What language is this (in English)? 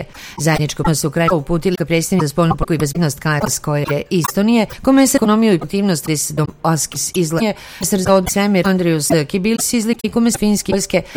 Serbian